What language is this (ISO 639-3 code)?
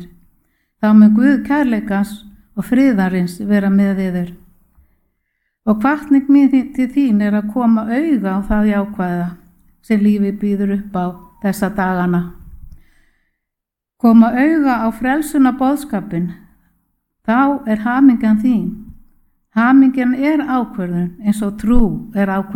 isl